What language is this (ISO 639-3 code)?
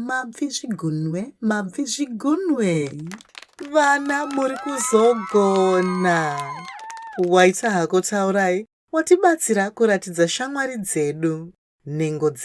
sna